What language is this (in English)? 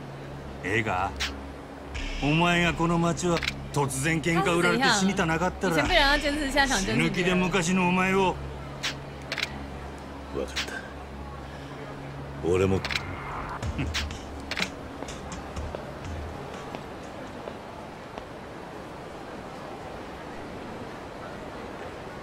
Japanese